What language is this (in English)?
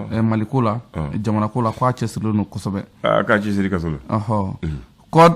Bambara